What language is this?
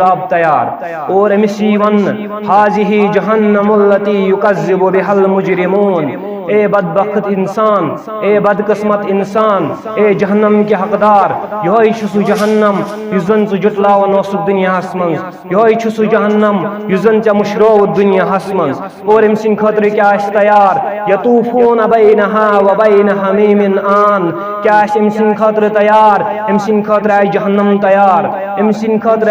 Kashmiri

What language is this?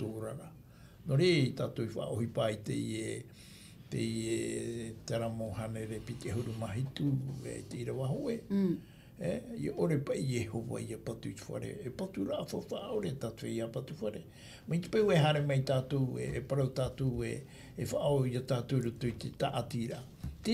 Tahitian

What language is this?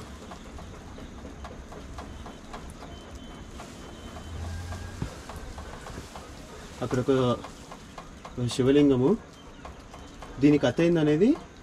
Telugu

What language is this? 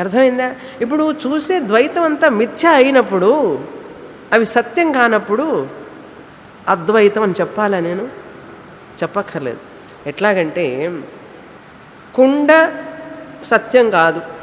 Telugu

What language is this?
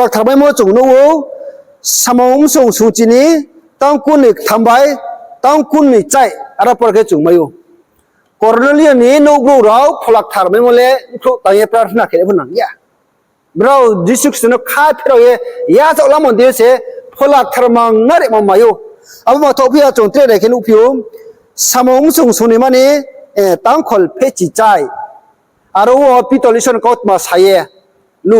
Riang (India)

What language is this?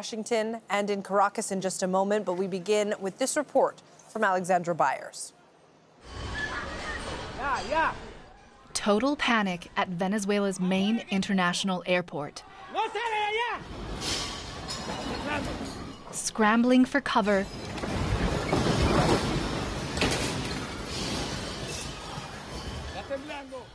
English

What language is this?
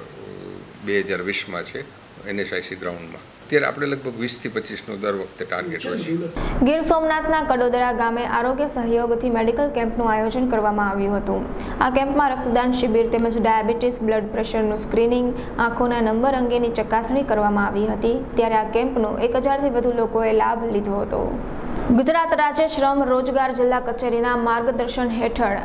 Gujarati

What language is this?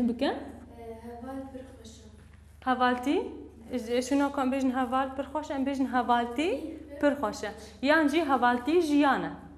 Kurdish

